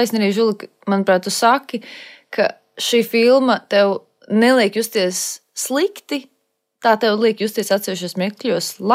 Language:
Latvian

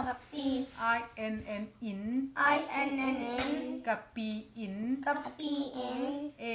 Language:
Tedim Chin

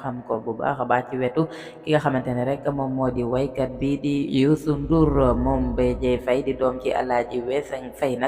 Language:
Wolof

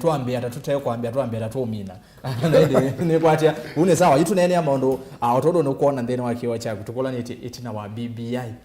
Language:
Kamba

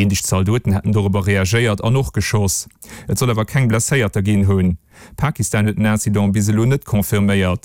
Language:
Luxembourgish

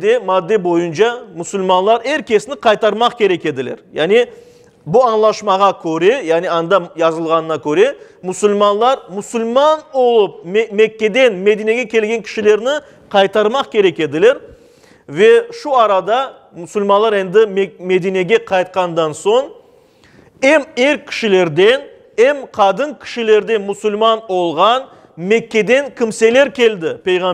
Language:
Crimean Tatar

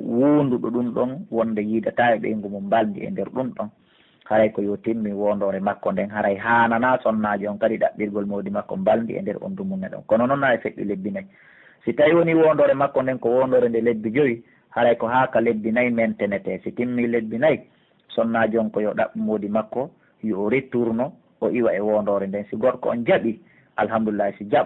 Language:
Pular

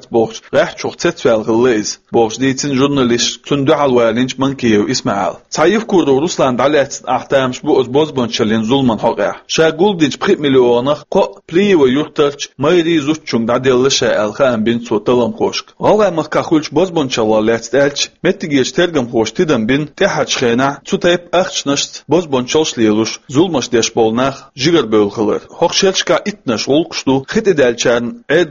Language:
Chechen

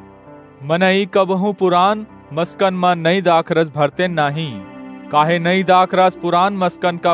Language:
Awadhi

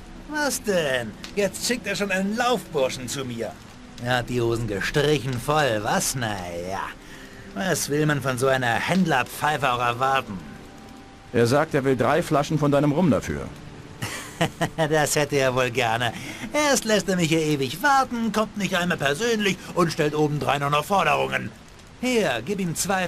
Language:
Bavarian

